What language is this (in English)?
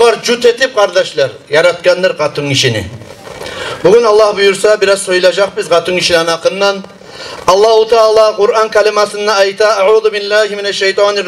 Kumyk